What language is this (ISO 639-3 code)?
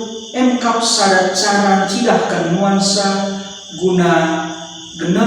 btx